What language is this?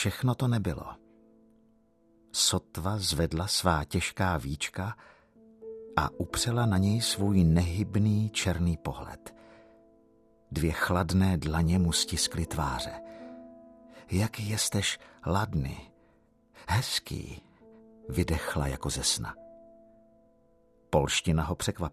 Czech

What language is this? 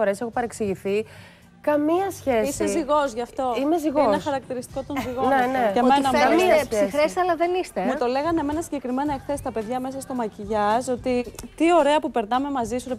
Greek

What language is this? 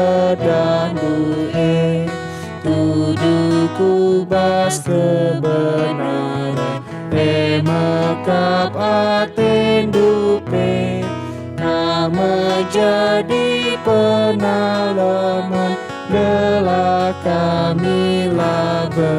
Batak Karo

